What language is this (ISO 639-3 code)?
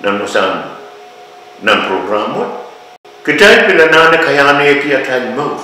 pon